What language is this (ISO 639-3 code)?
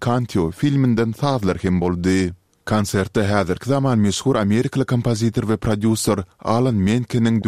tuk